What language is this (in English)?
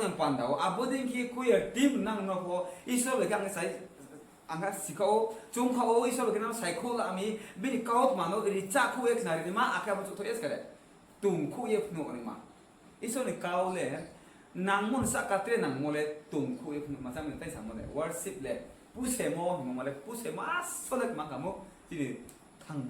Riang (India)